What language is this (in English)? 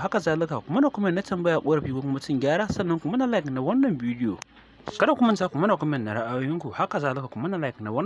Hausa